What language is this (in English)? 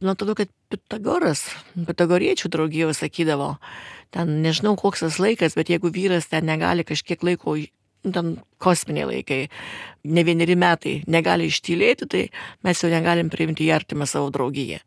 Lithuanian